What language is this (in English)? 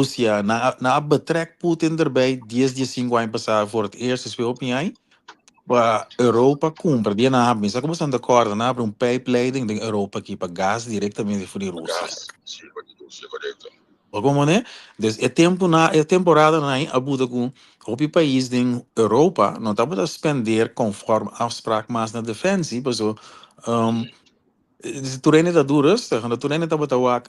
Papiamento